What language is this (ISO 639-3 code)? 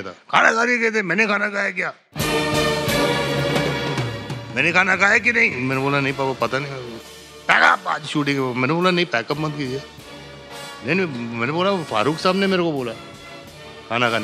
hin